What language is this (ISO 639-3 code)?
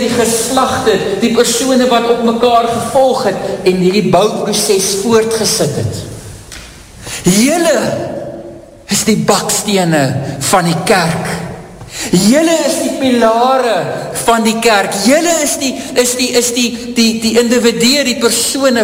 afr